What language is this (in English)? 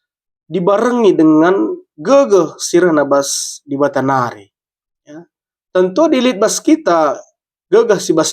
Batak Karo